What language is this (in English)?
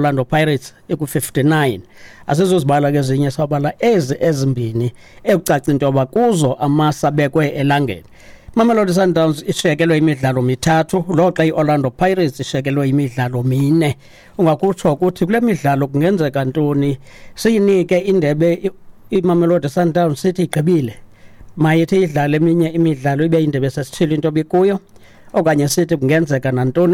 Xhosa